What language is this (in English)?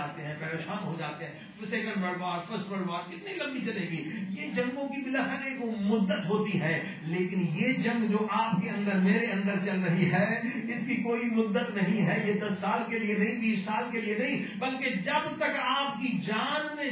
Urdu